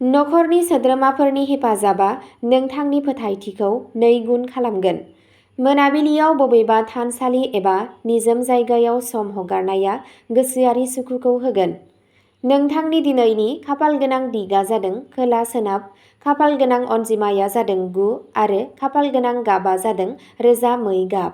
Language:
Bodo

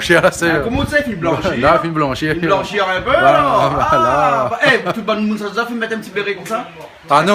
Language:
Réunion Creole French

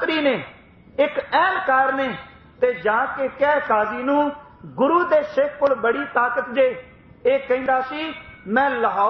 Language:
Punjabi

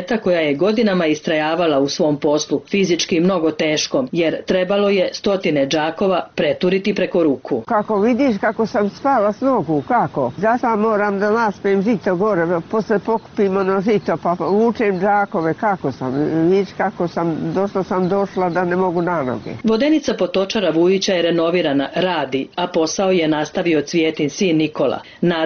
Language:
Serbian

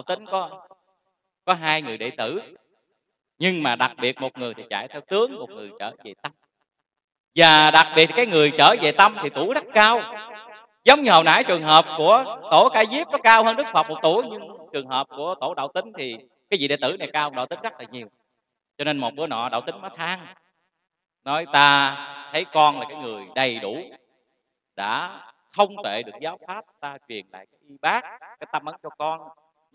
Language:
Vietnamese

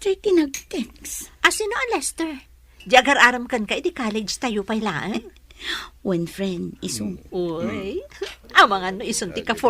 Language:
Iloko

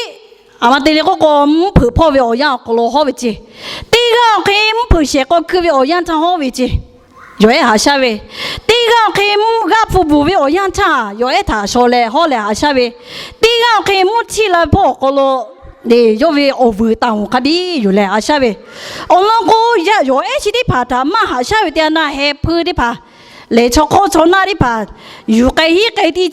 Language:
Lahu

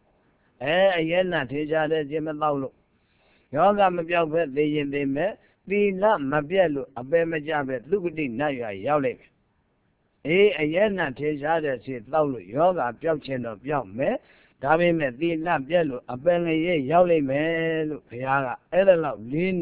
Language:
Burmese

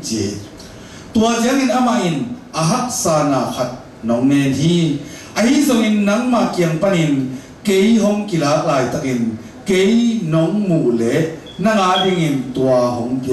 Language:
Tedim Chin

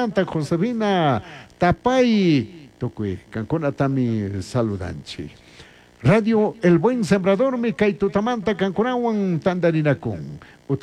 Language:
Chimborazo Highland Quichua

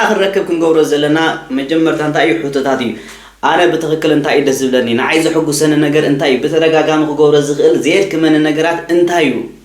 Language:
Tigrinya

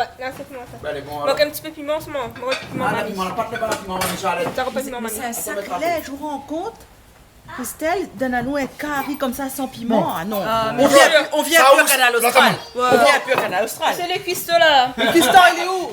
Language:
Réunion Creole French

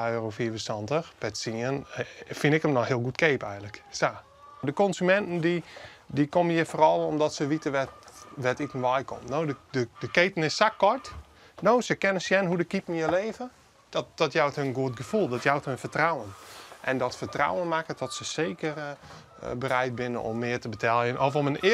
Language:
Western Frisian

